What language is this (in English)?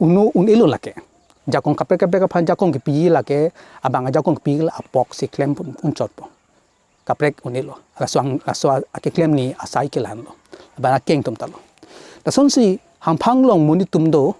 Karbi